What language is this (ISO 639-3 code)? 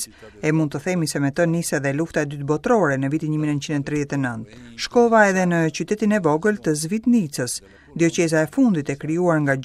sqi